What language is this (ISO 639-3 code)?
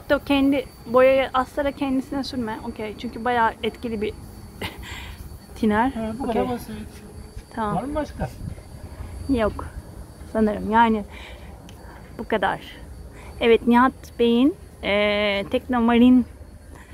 tur